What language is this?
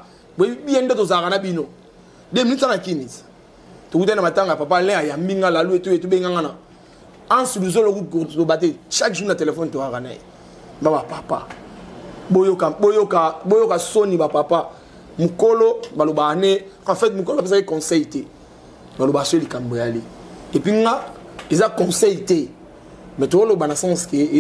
Lingala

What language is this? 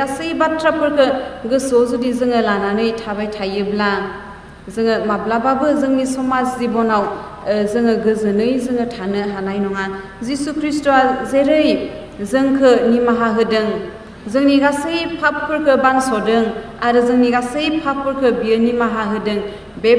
Bodo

